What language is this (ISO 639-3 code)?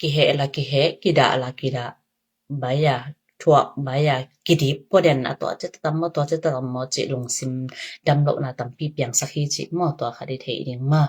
ctd